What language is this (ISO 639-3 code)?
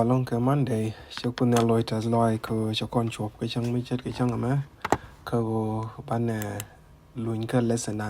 nus